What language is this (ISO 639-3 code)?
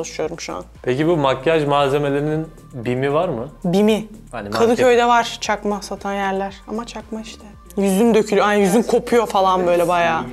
tur